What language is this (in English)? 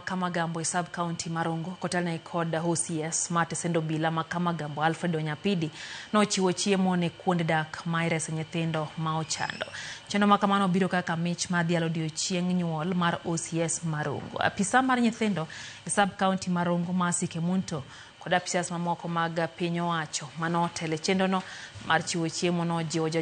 Luo (Kenya and Tanzania)